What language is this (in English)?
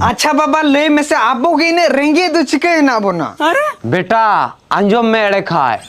Santali